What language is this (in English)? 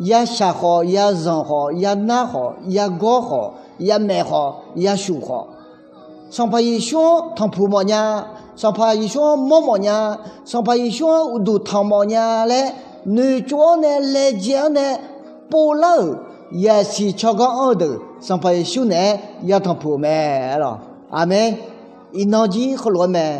Akha